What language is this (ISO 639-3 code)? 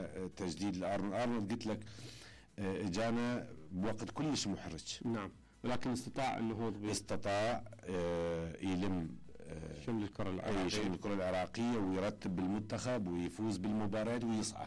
acm